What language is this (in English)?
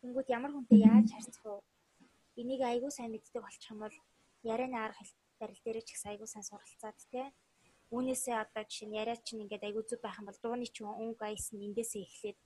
Mongolian